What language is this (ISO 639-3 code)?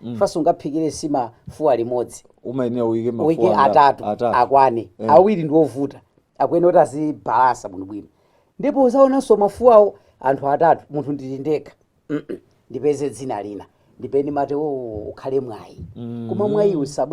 nya